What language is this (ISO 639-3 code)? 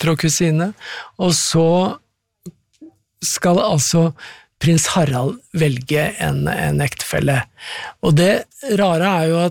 nor